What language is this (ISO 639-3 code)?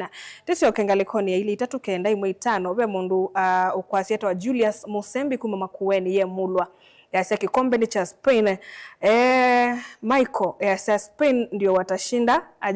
kam